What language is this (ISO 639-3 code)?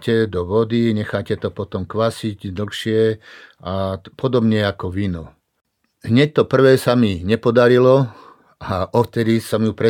slk